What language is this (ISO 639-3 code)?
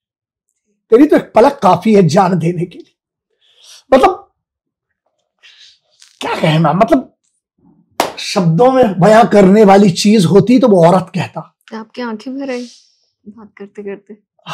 hin